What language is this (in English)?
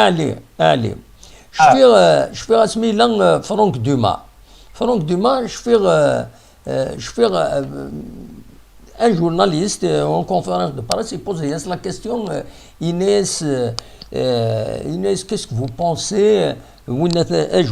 Kabyle